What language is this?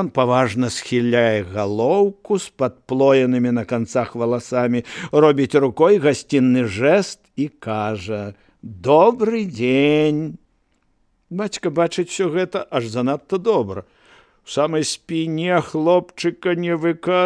Belarusian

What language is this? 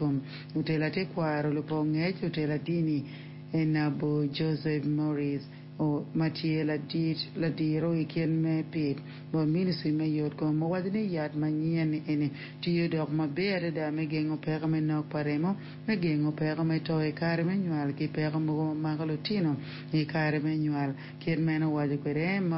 Acoli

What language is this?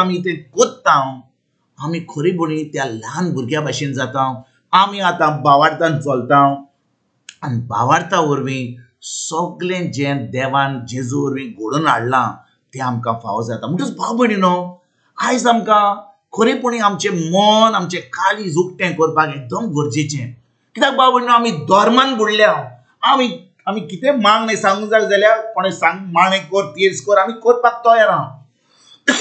Konkani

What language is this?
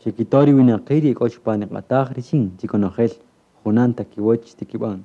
Kaqchikel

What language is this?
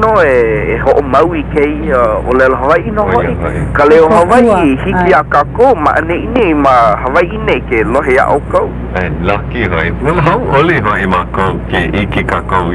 Hawaiian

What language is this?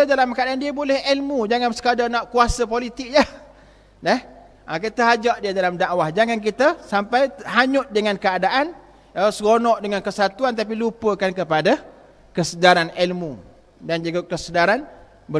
Malay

